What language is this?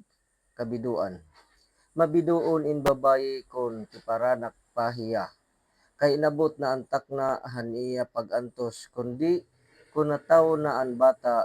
Waray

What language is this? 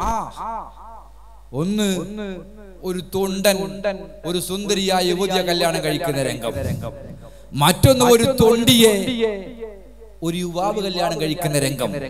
Malayalam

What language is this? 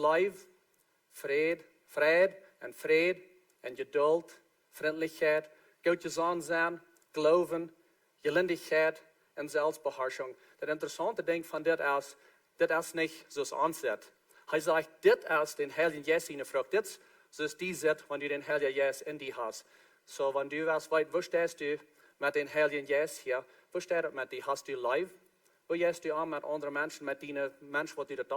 Plautdietsch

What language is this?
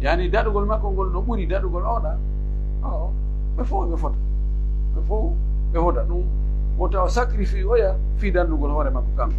Pular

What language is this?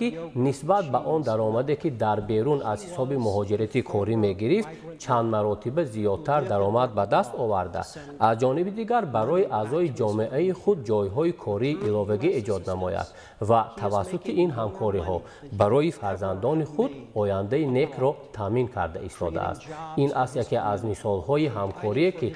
Tajik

